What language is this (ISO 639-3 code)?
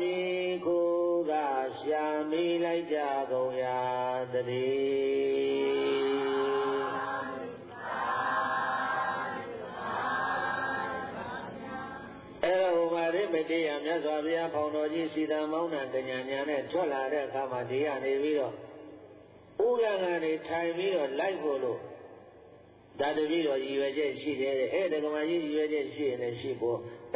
mya